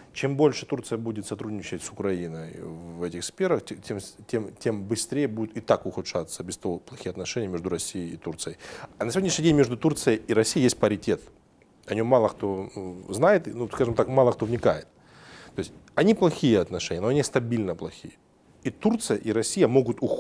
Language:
Russian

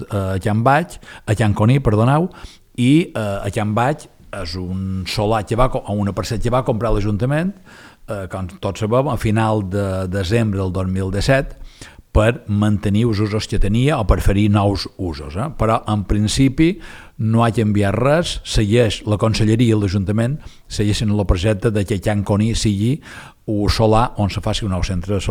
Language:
Catalan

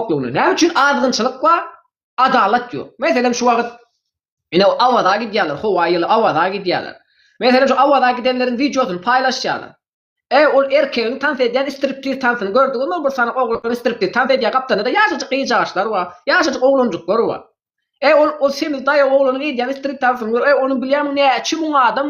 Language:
Turkmen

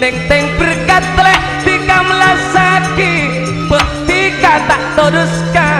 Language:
Madurese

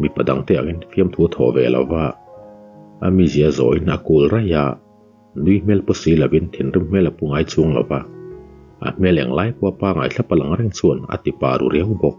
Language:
Mizo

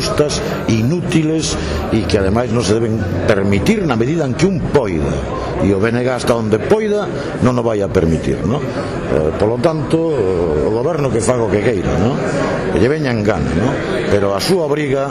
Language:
Galician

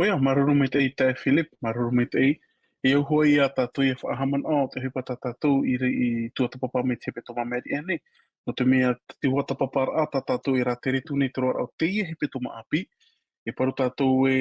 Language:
Tahitian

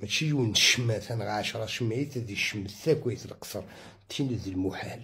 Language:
Algerian Arabic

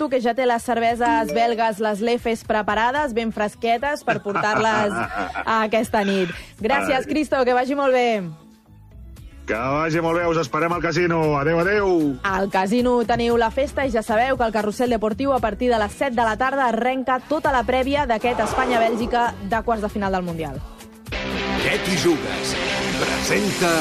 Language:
Catalan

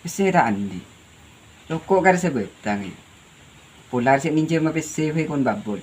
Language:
Madurese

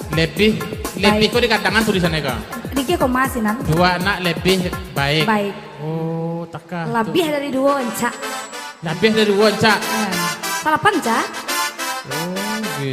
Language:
Minangkabau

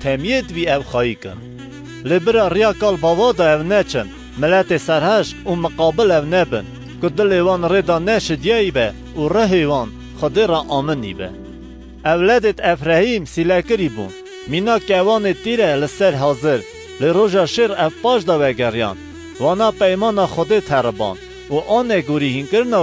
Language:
Kurdish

